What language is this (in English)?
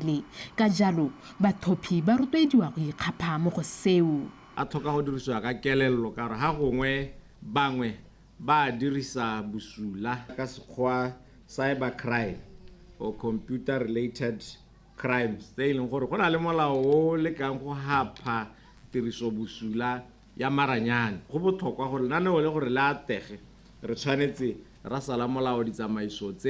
Tswana